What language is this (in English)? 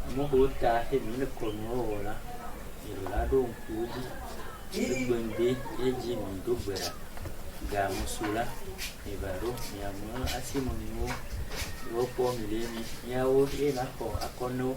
Ewe